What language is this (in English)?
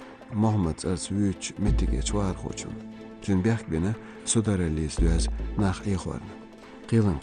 Chechen